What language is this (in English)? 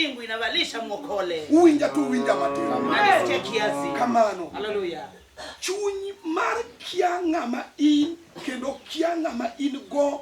Luo (Kenya and Tanzania)